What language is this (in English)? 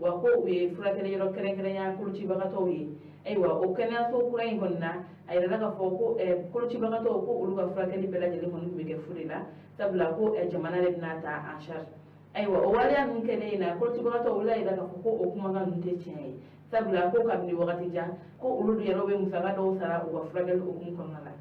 Bambara